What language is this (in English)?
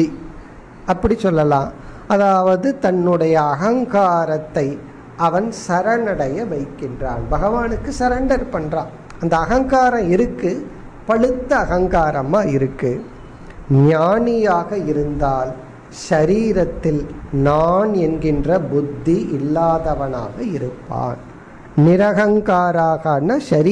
Tamil